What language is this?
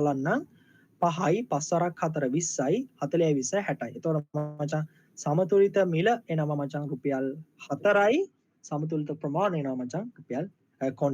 Sinhala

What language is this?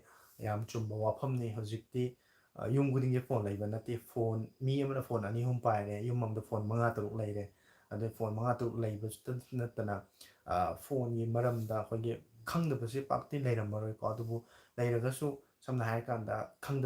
Manipuri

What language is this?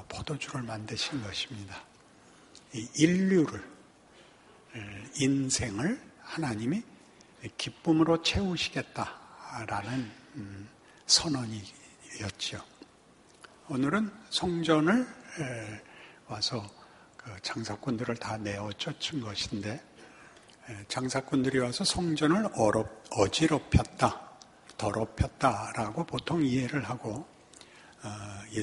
Korean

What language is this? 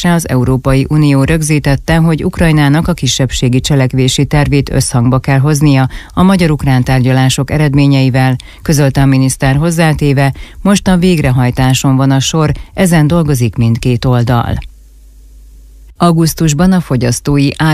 Hungarian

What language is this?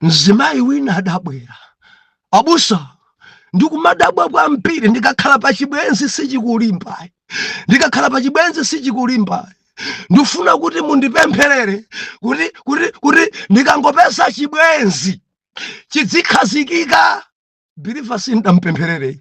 Nyanja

